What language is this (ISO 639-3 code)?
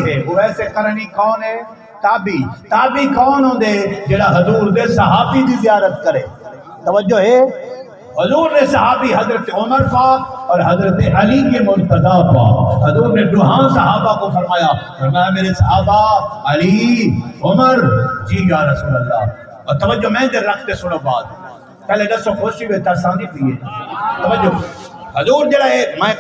skr